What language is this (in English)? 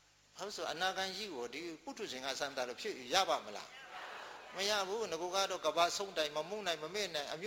Burmese